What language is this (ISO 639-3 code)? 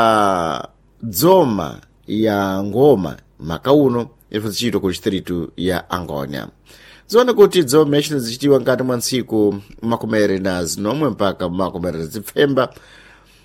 seh